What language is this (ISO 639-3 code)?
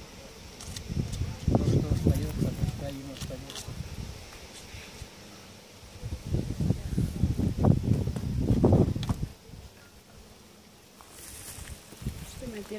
fin